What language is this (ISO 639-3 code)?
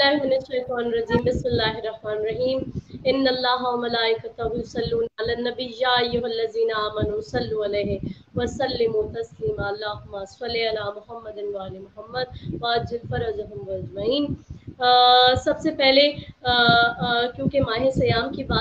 urd